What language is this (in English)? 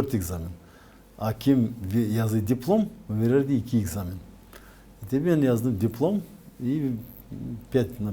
Gagauz